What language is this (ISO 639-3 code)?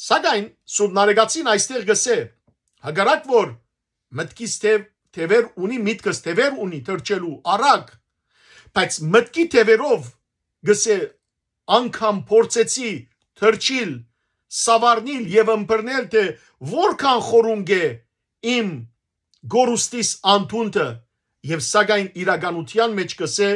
hyw